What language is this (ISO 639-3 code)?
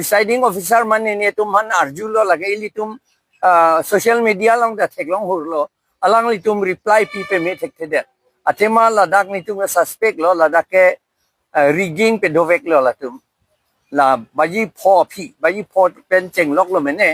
mjw